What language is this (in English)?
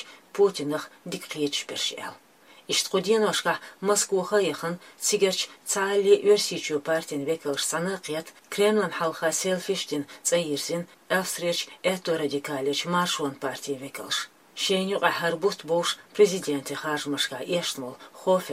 Chechen